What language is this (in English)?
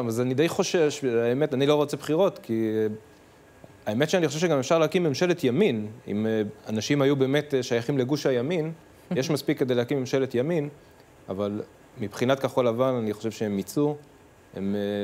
Hebrew